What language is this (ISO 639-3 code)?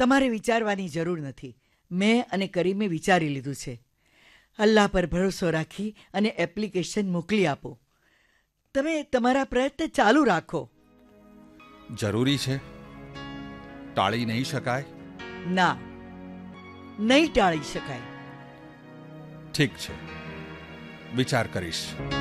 guj